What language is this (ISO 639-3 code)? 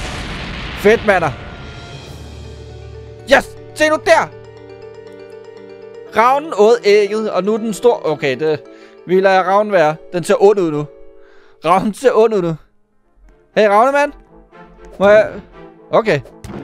dan